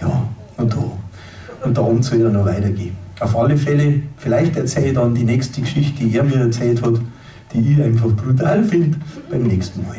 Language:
Bavarian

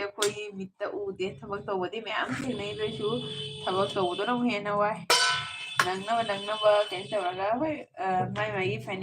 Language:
Manipuri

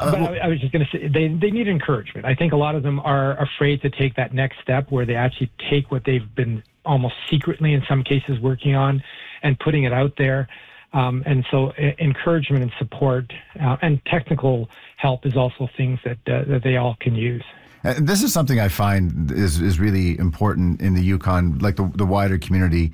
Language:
English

